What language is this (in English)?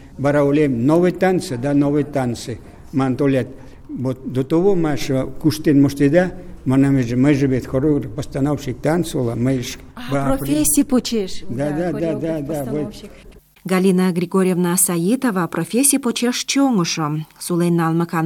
Mari